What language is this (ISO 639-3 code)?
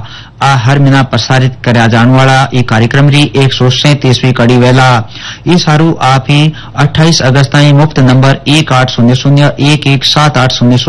hin